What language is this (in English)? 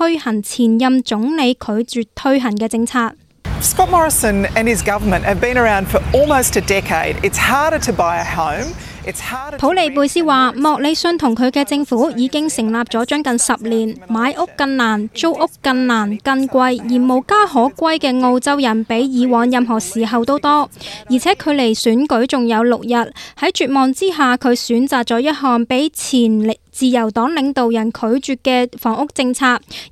Cantonese